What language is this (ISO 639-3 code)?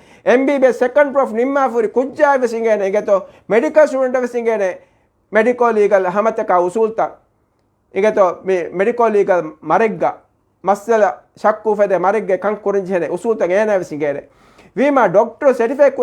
div